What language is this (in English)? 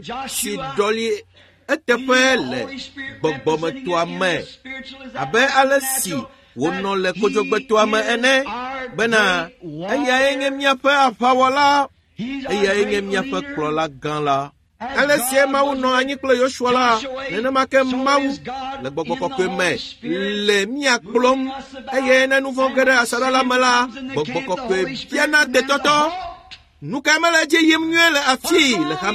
Ewe